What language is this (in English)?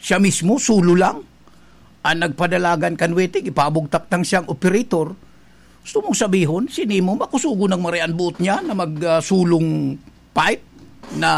Bikol